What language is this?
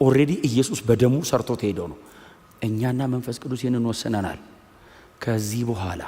Amharic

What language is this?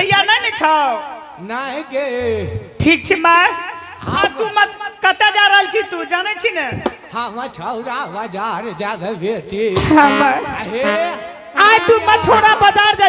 Angika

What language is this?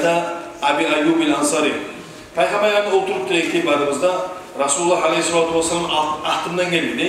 Kumyk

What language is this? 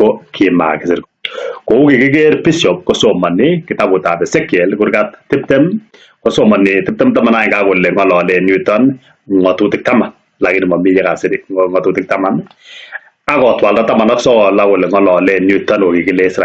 Kalenjin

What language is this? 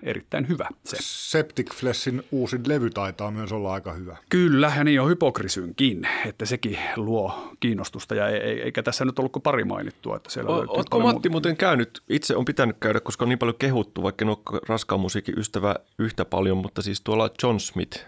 Finnish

